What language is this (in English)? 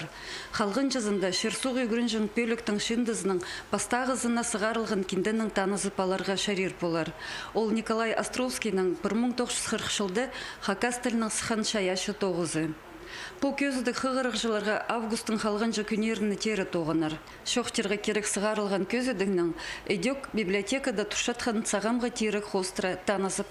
Khakas